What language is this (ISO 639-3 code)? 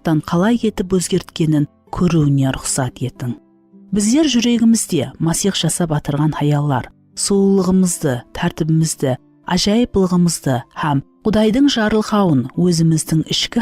kaa